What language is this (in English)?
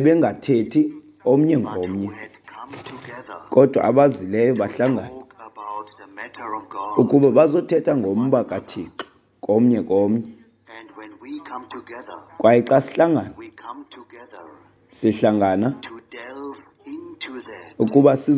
Xhosa